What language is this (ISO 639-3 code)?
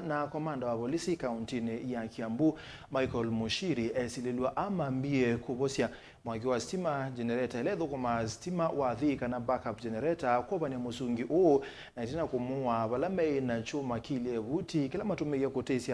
kam